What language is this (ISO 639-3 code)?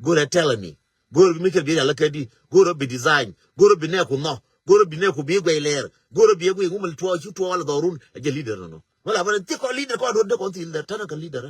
nus